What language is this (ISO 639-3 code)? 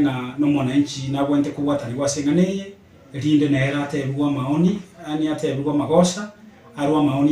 guz